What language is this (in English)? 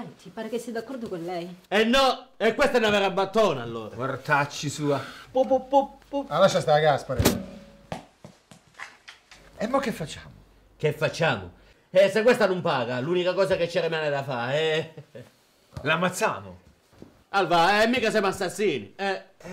Italian